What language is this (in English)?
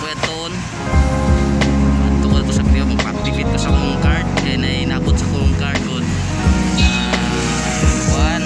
Cebuano